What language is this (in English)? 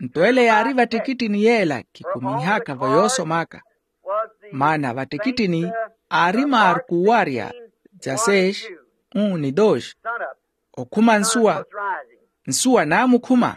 Makhuwa